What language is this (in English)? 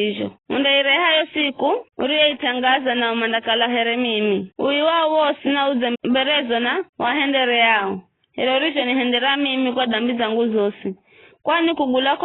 Giryama